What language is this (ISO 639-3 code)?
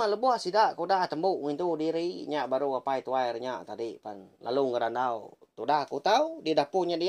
iba